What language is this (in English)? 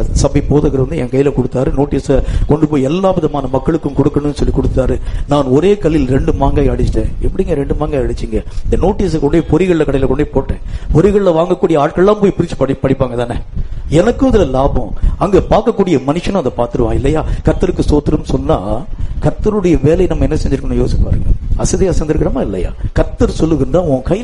Tamil